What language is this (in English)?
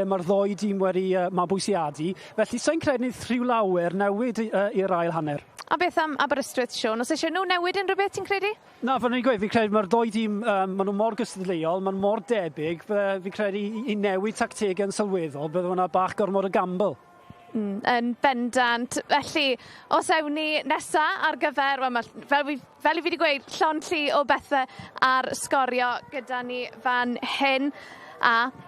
Welsh